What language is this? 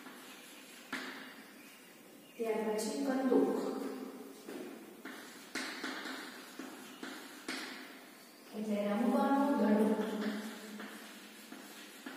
Gujarati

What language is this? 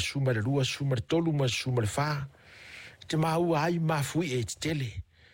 Samoan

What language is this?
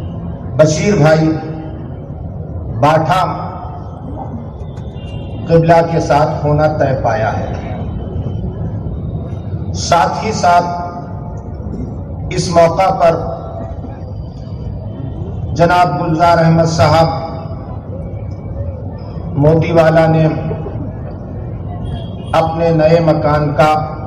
Urdu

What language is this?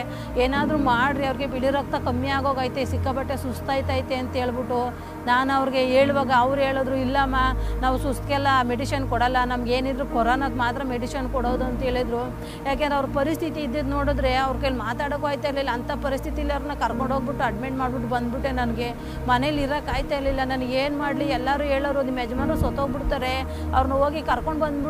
Kannada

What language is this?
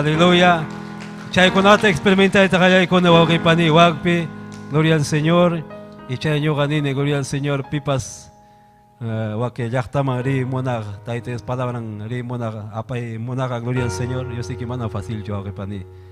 Ayacucho Quechua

